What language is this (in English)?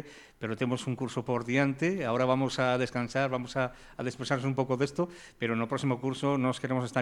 Galician